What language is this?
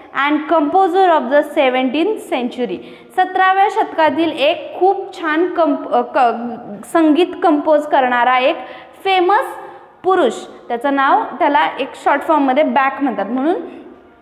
Marathi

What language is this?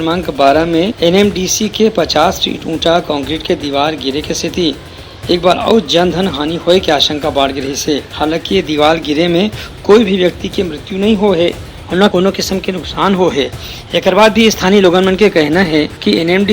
Chhattisgarhi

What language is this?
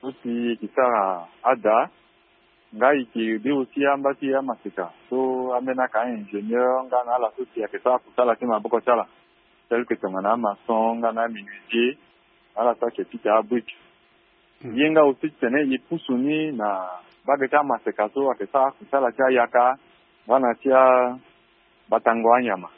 Sango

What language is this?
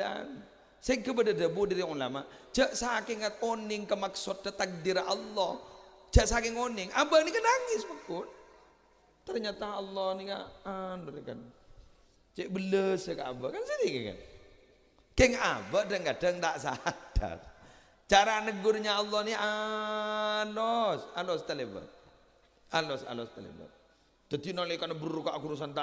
Madurese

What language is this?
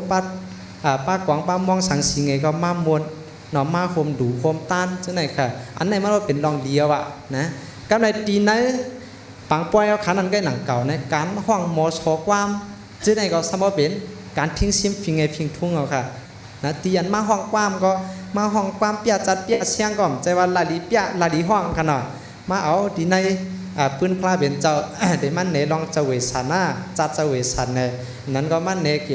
Shan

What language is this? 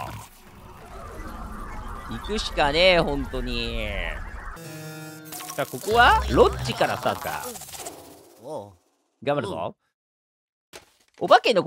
Japanese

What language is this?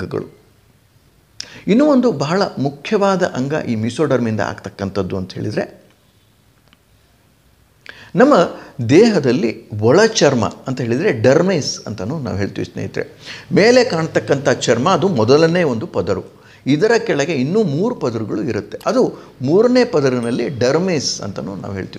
Kannada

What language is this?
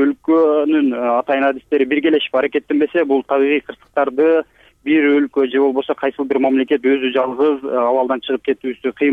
Kyrgyz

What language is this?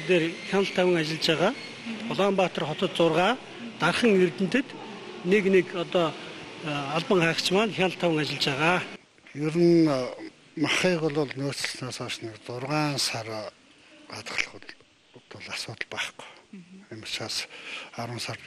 Mongolian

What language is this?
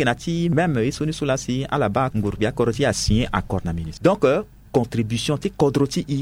Sango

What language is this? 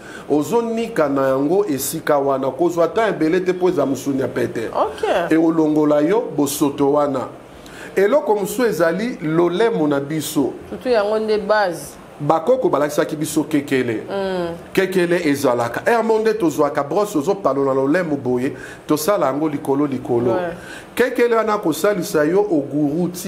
Lingala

